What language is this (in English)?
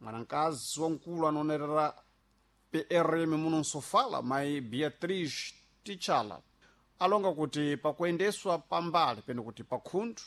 Sena